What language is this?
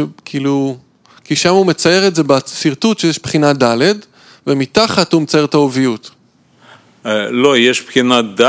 Hebrew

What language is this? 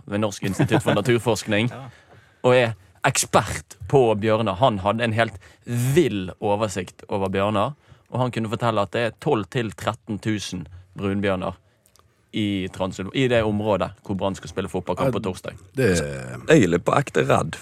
Norwegian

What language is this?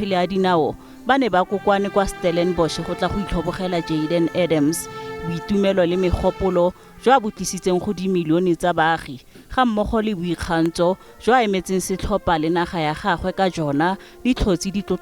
Tswana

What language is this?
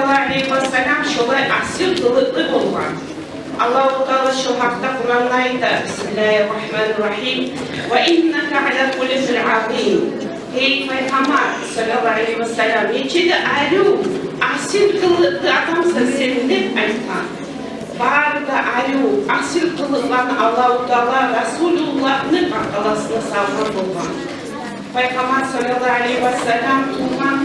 Kumyk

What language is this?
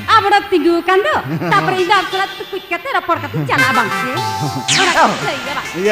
Santali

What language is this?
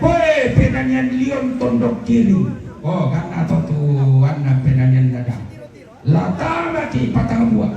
Toraja-Sa'dan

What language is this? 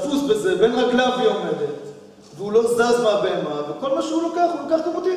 Hebrew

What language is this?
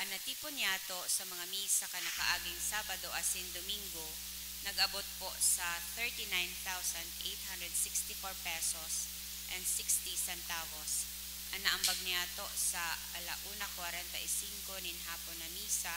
Bikol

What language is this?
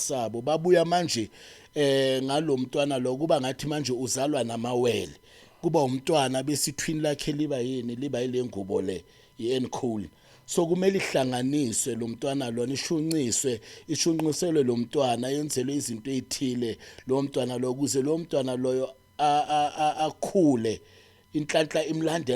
Zulu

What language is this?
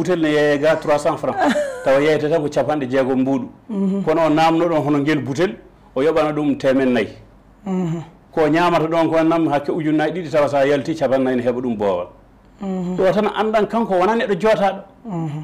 Fula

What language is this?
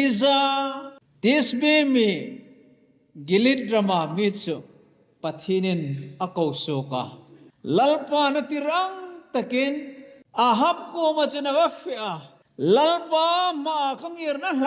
Hmar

